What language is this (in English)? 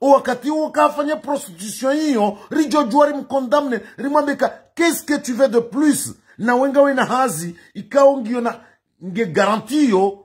Ngazidja Comorian